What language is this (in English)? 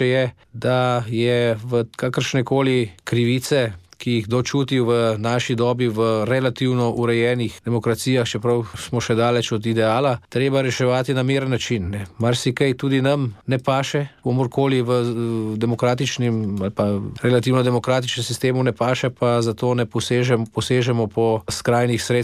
Slovenian